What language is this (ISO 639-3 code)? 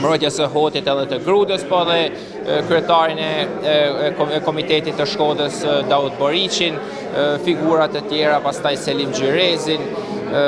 sqi